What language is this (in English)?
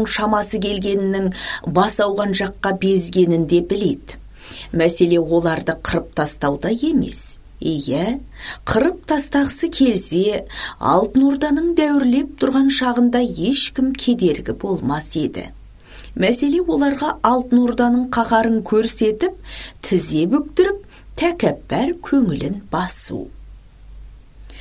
Kazakh